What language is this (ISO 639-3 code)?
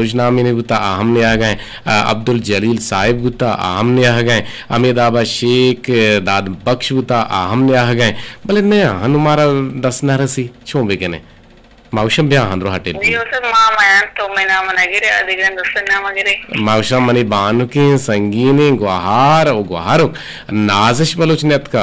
bgp